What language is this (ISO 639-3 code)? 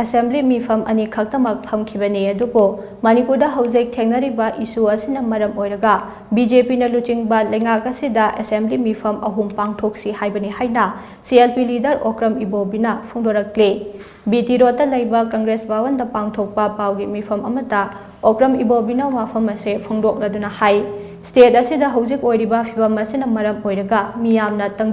mni